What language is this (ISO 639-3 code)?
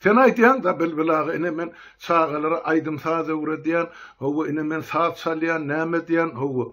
tuk